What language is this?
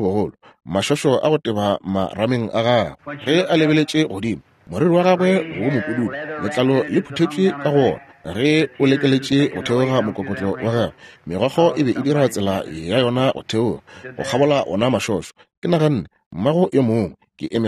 Northern Sotho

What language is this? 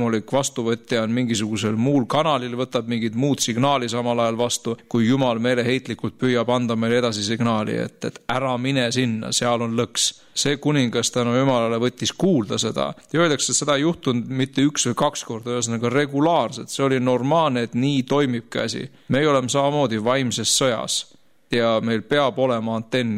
Estonian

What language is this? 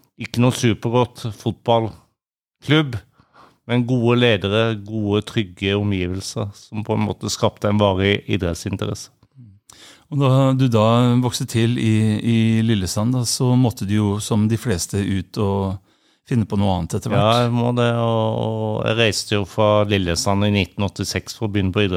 Norwegian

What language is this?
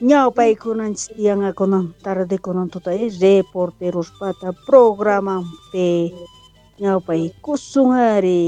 South Bolivian Quechua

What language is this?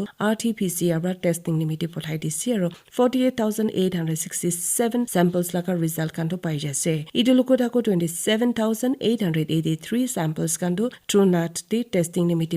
Naga Pidgin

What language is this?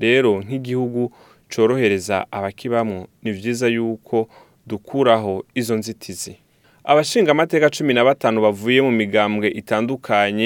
Rundi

